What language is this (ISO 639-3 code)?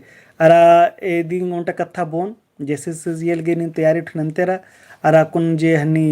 kru